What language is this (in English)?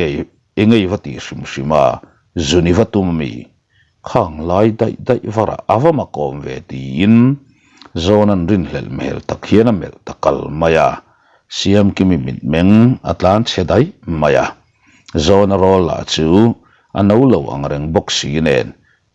Mizo